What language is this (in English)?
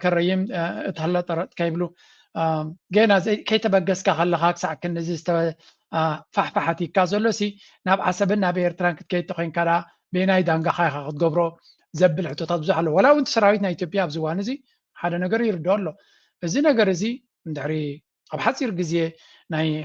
Tigrinya